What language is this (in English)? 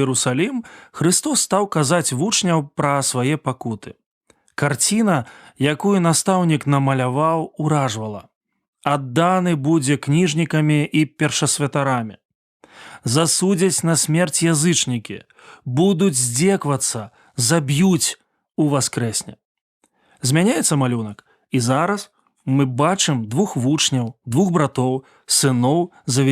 Belarusian